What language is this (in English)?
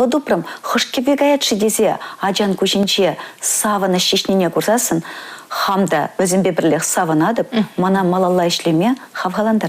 Chuvash